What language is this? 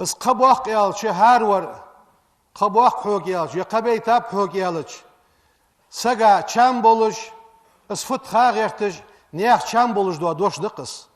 Ingush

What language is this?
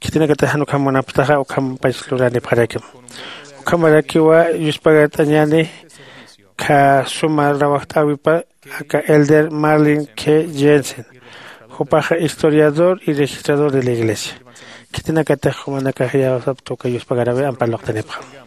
Aymara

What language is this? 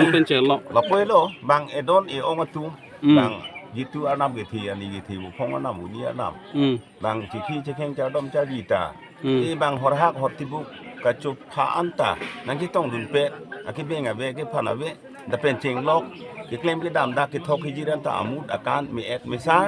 Karbi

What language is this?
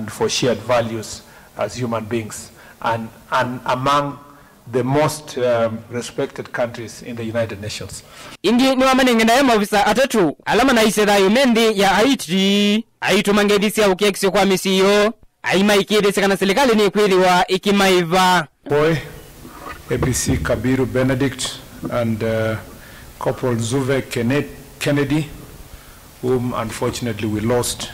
Kamba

